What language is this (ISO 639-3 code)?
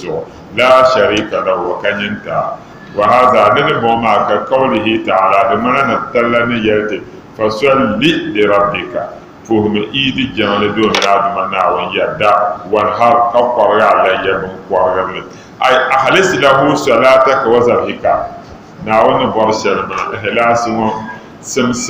dag